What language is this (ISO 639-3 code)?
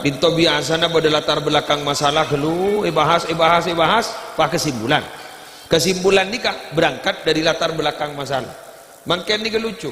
mad